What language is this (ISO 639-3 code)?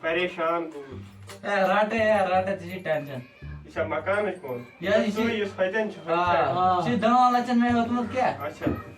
kas